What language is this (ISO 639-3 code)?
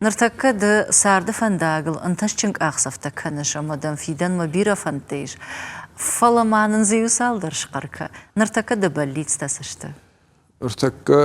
oss